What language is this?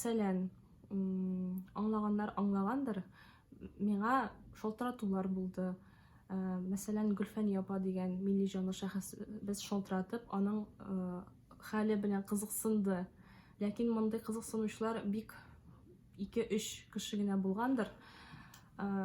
Tatar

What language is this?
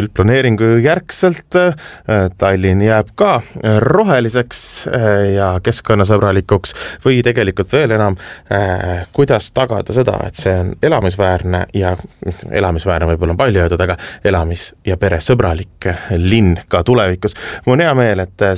Estonian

